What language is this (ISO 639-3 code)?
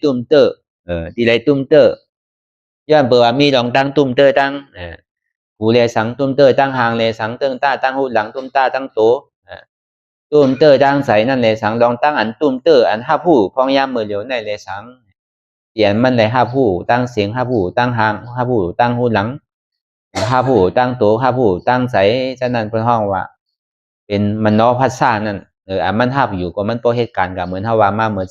shn